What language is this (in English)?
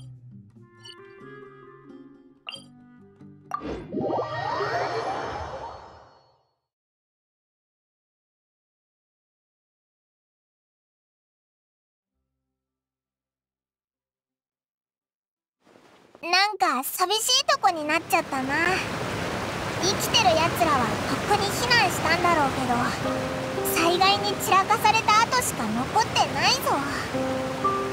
Japanese